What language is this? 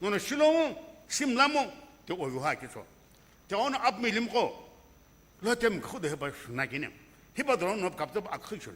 Sumi Naga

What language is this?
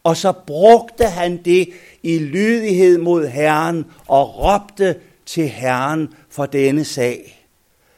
Danish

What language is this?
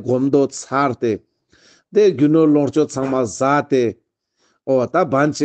Ladakhi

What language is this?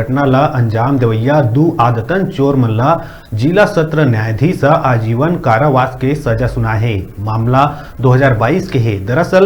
Chhattisgarhi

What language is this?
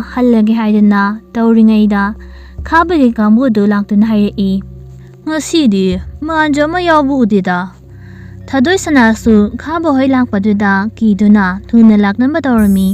Manipuri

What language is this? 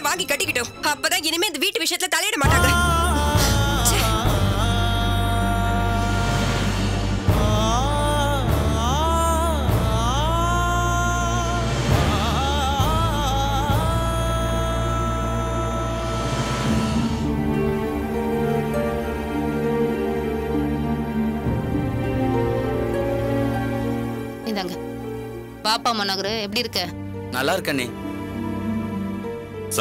Tamil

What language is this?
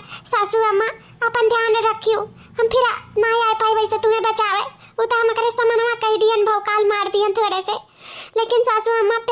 Awadhi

